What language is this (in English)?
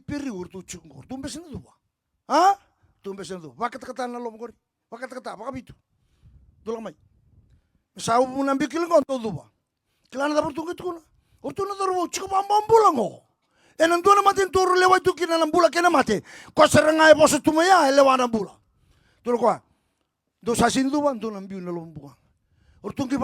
Fijian